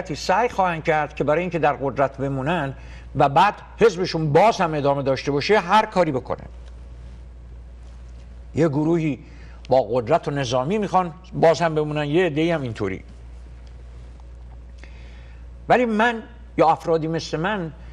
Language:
Persian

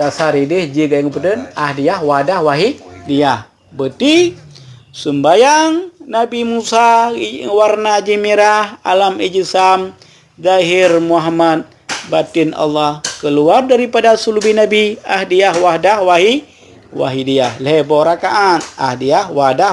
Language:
Achinese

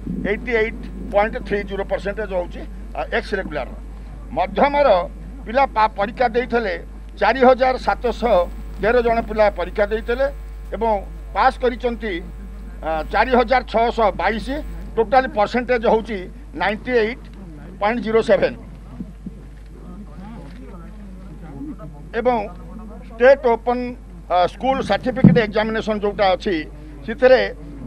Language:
Odia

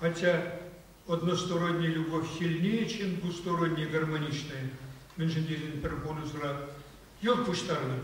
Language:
Chuvash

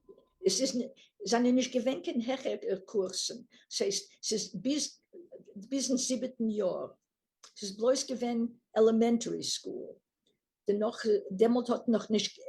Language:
Yiddish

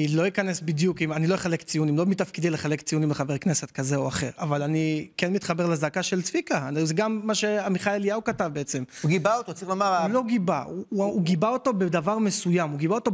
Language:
Hebrew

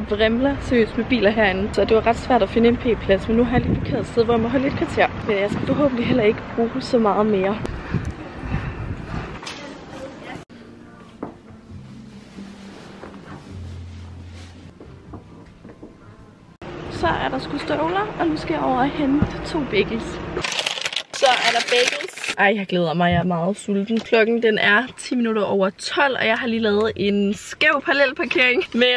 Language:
Danish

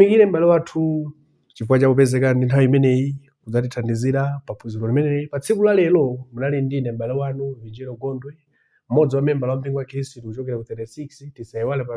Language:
Nyanja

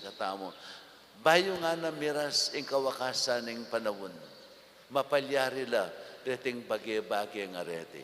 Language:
Pampanga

